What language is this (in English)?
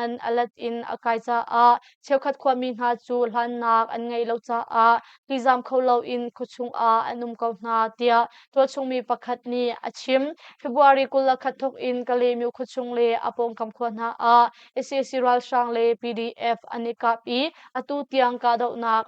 Hakha Chin